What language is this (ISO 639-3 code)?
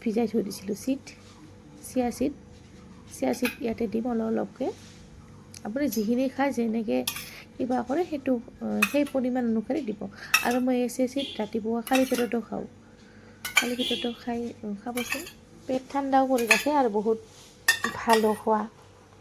asm